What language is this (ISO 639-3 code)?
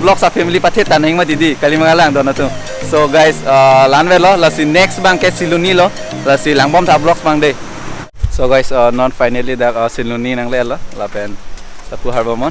mjw